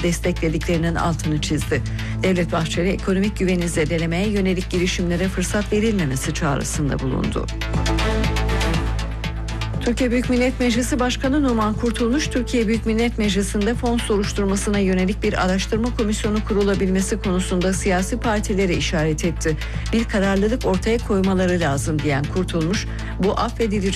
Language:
Turkish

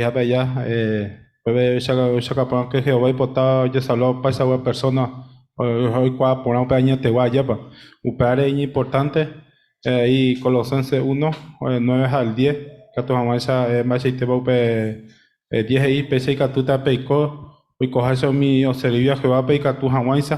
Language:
Guarani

